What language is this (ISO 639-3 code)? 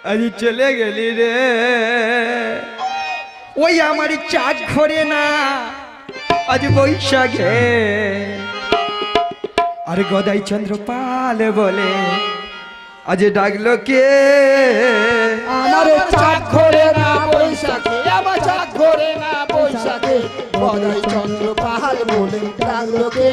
ben